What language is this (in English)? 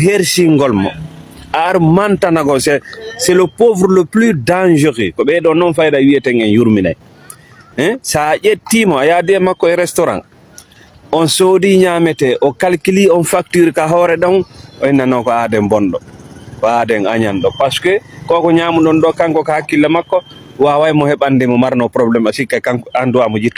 Fula